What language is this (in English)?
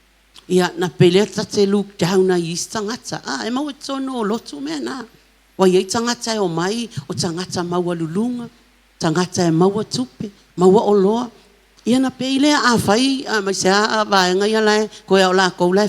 Samoan